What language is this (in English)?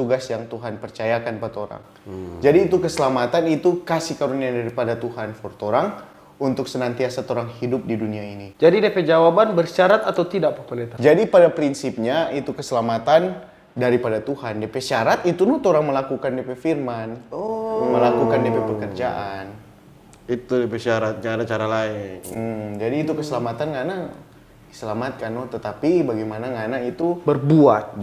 Manado Malay